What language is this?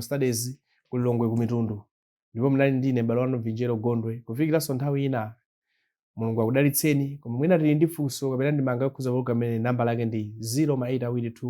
Nyanja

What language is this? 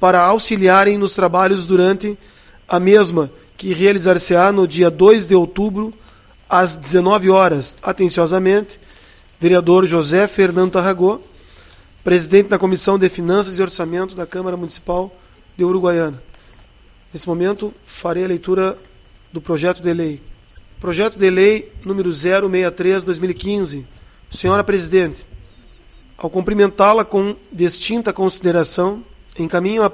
Portuguese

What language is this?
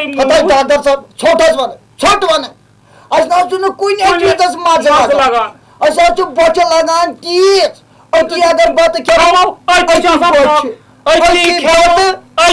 Kashmiri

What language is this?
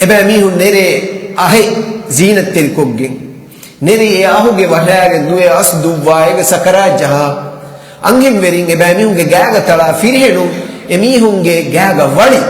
Divehi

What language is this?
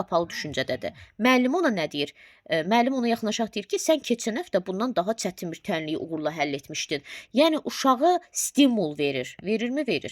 Azerbaijani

